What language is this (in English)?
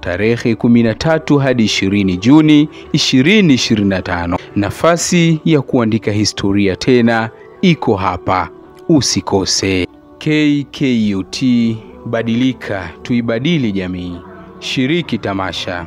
Swahili